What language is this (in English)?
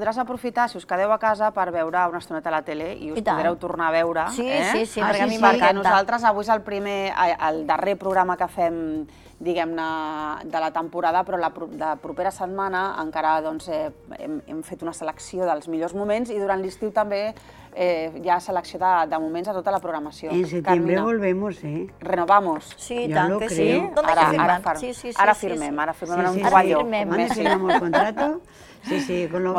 Catalan